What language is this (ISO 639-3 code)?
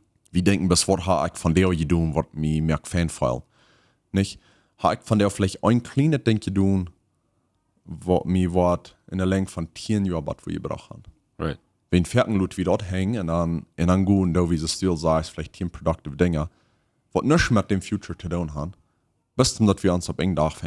pdt